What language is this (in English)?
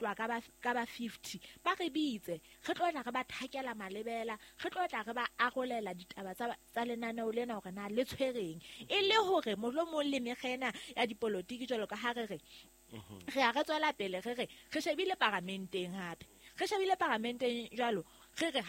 Southern Sotho